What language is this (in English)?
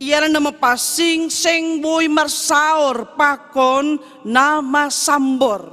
Batak Simalungun